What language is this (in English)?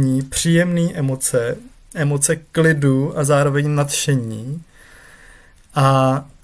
Czech